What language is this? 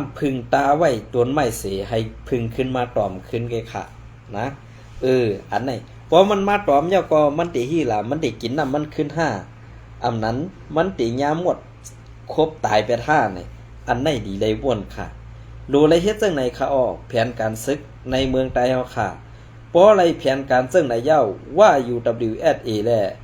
Shan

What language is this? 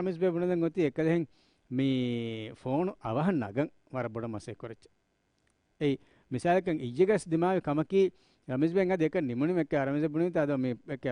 Divehi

